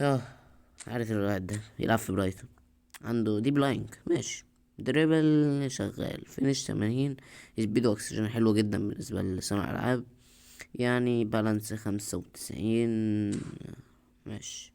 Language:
Egyptian Arabic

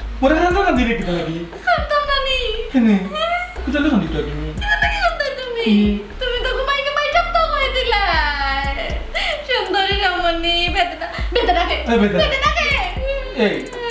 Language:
Sylheti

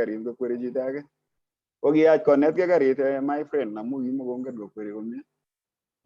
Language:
Kalenjin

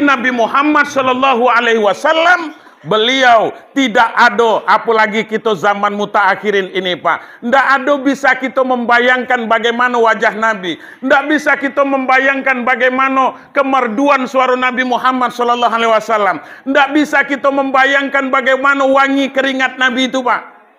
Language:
Minangkabau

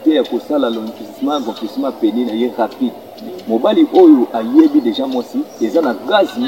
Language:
Lingala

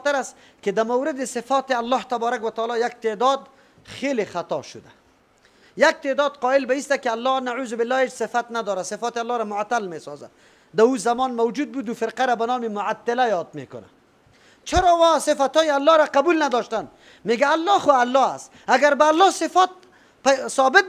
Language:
Persian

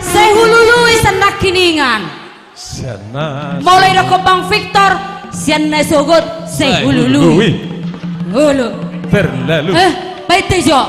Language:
Batak Toba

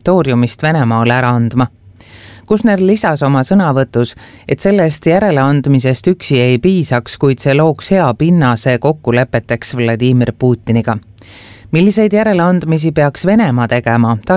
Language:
Estonian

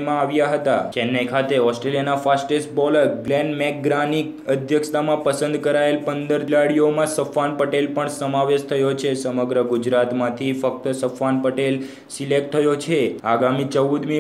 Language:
Gujarati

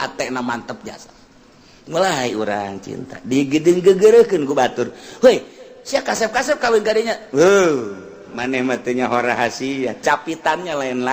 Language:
Sundanese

